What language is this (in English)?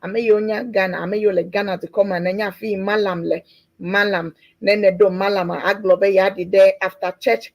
Ewe